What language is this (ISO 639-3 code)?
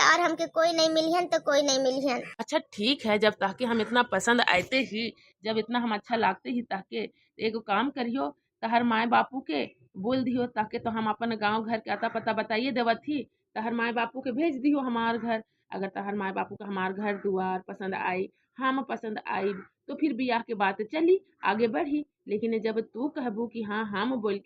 bho